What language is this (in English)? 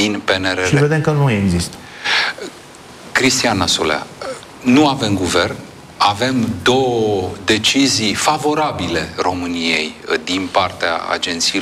Romanian